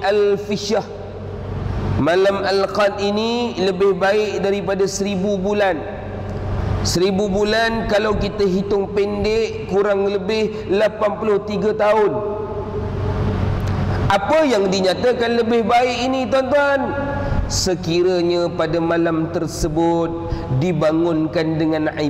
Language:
Malay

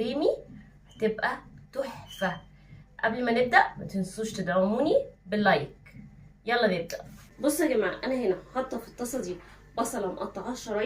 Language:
Egyptian Arabic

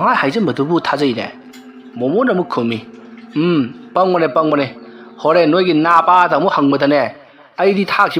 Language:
Manipuri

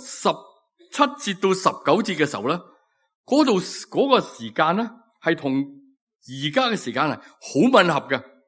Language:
Cantonese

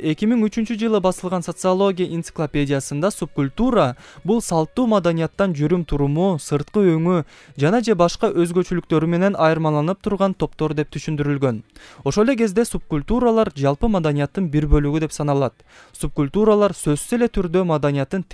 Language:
Kyrgyz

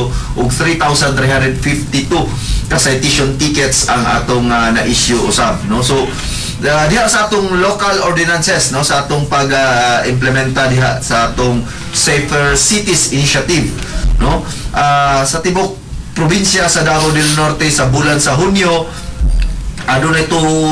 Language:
Cebuano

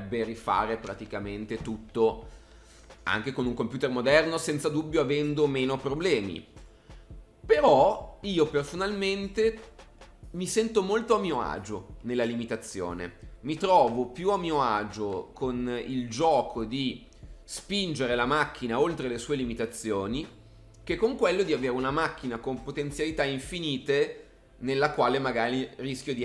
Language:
Italian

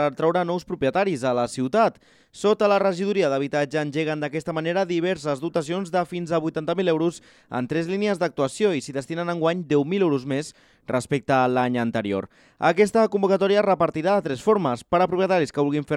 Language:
Catalan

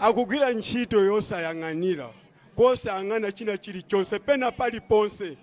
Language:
Nyanja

